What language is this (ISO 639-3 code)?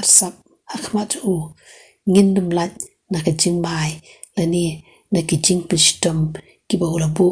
kha